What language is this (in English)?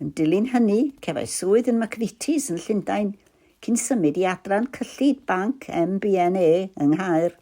Welsh